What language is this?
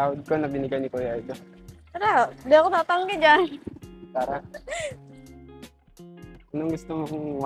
Filipino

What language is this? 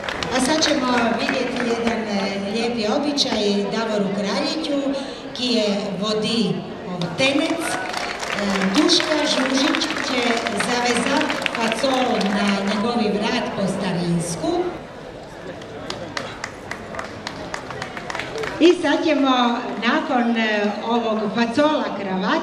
Croatian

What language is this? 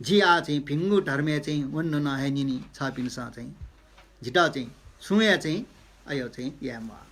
Newari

